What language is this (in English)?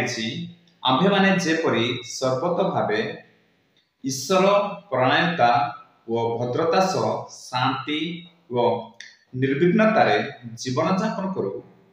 Odia